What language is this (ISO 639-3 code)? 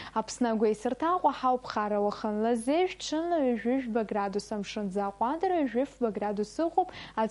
abk